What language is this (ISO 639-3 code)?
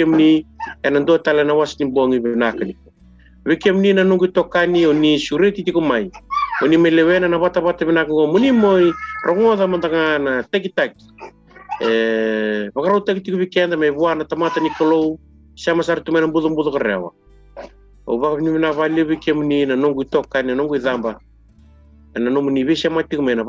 fij